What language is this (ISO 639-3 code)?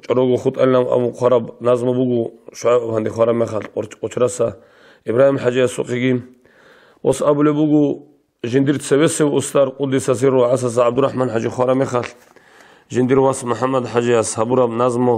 ava